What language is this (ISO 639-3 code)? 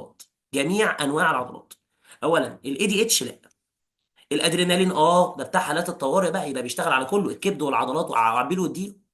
arz